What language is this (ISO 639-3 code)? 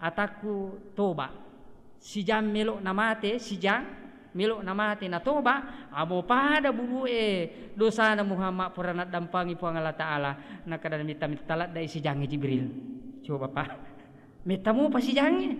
bug